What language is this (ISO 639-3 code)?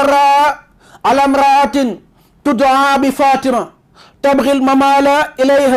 wol